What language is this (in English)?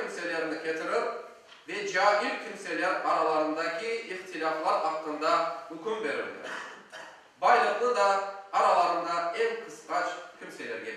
Crimean Tatar